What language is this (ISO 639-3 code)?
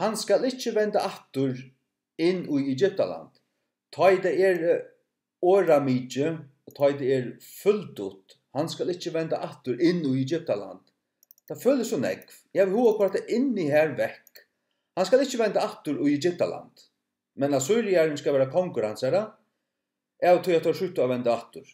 fao